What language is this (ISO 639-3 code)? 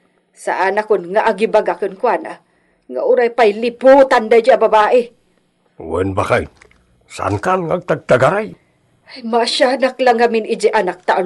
ilo